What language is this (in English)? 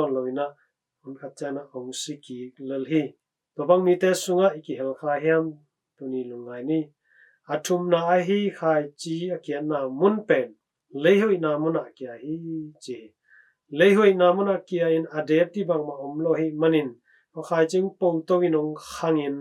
Tedim Chin